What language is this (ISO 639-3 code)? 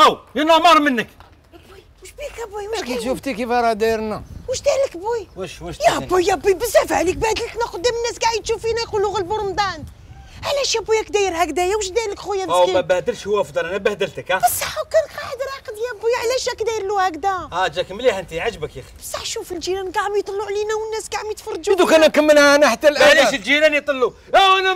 arq